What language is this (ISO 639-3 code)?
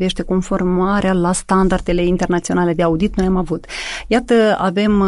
ron